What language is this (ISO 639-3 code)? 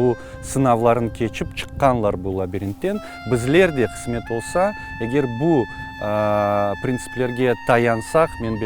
crh